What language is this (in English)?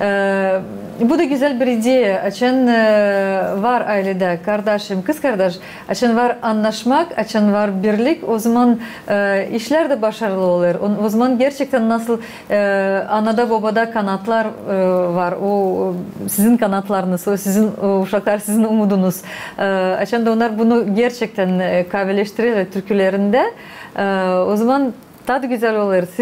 Gagauz